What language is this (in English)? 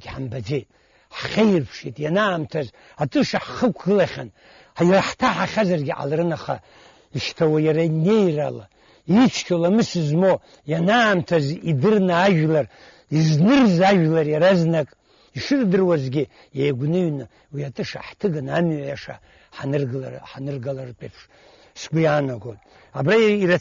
Abkhazian